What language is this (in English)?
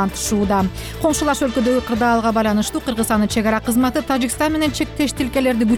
Kyrgyz